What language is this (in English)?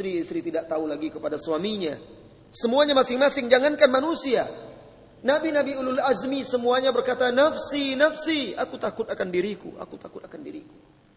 Indonesian